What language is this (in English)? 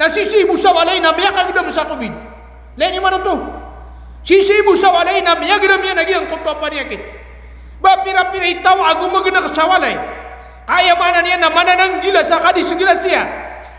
Maranao